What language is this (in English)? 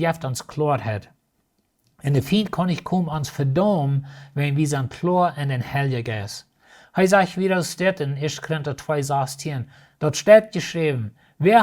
Plautdietsch